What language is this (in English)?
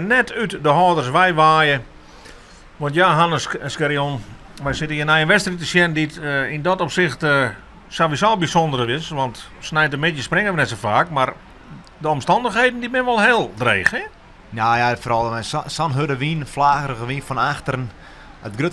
Western Frisian